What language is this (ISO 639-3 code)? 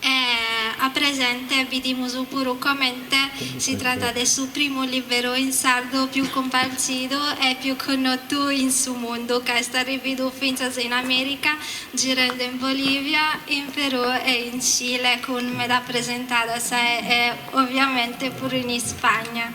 srd